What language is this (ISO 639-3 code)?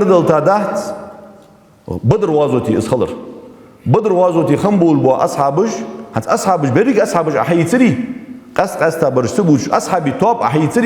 inh